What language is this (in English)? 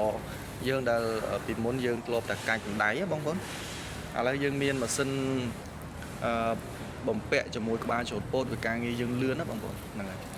Khmer